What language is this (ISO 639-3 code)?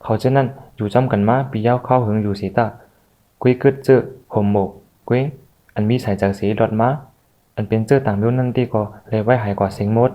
shn